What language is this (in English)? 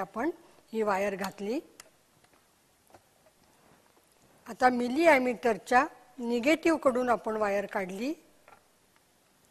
Marathi